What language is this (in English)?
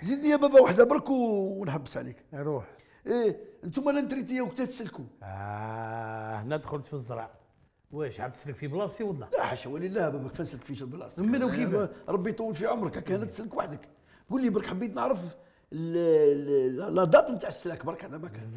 Algerian Arabic